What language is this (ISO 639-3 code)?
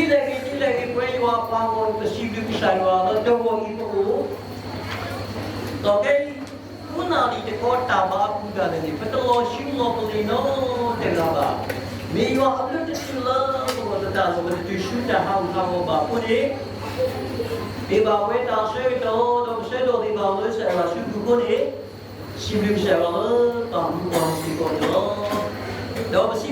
ksw